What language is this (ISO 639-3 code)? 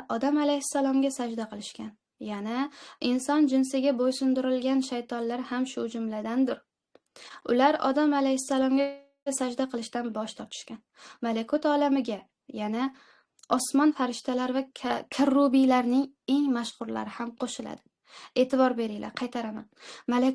uzb